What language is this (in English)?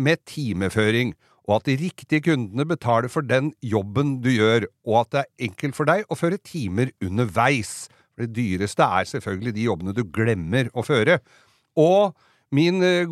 Norwegian